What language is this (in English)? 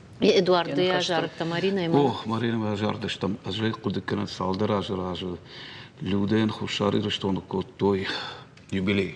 Ossetic